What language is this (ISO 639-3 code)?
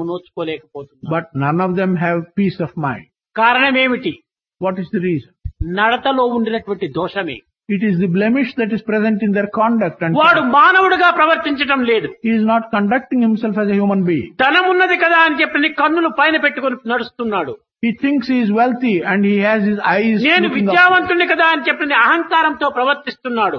tel